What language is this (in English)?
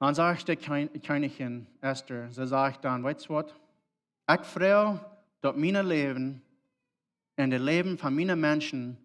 Plautdietsch